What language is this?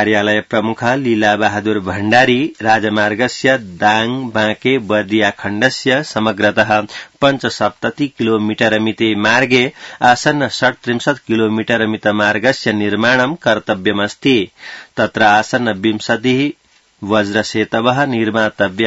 Sanskrit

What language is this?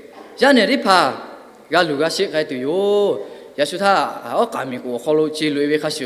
Lahu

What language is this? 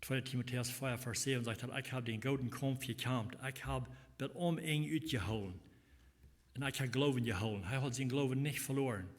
Plautdietsch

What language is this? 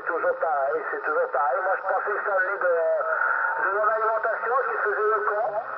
French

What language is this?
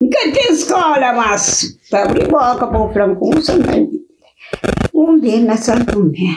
Kabuverdianu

